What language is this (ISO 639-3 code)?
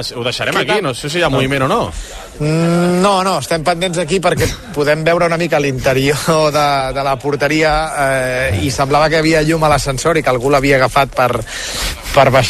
cat